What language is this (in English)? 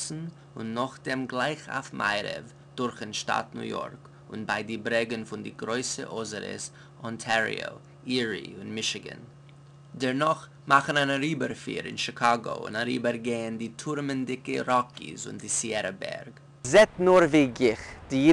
Yiddish